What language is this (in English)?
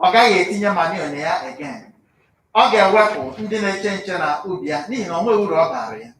Igbo